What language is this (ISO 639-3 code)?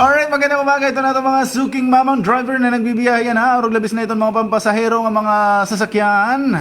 war